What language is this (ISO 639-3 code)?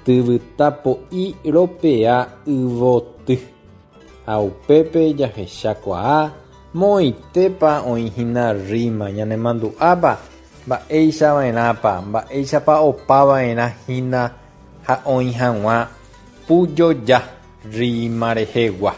grn